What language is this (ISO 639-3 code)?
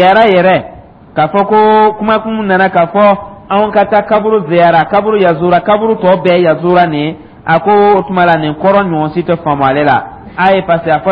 dyu